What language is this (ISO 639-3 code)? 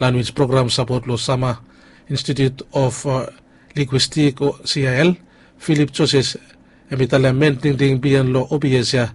bis